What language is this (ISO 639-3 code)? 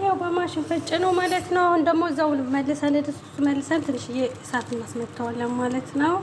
amh